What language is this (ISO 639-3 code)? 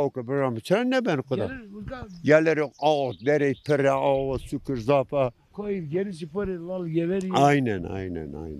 zza